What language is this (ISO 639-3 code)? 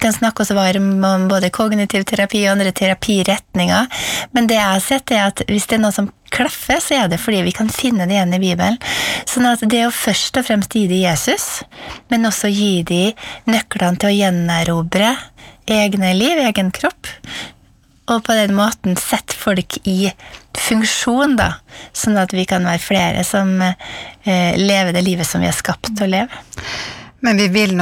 nor